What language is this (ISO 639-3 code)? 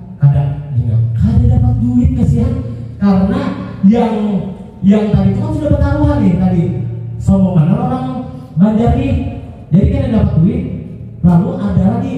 bjn